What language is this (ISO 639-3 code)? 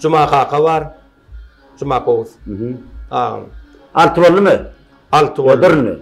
tuk